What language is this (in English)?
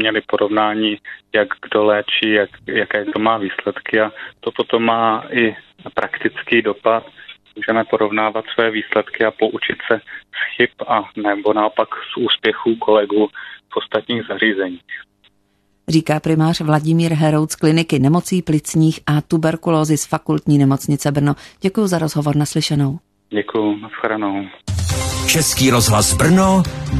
Czech